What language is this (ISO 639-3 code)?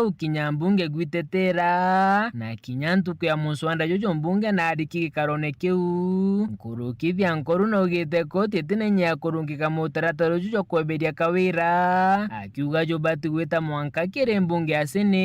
mer